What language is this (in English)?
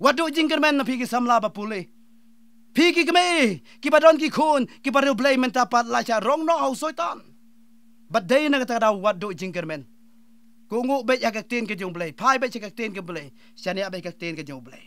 Khasi